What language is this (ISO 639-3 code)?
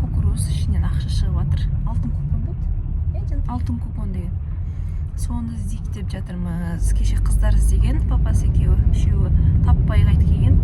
kaz